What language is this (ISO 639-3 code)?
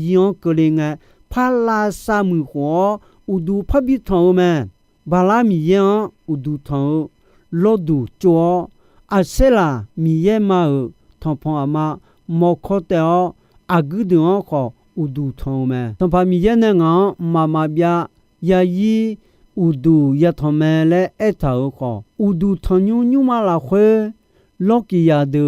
ahk